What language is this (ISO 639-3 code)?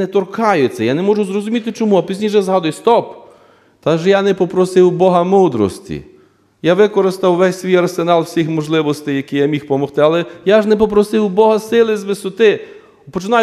ukr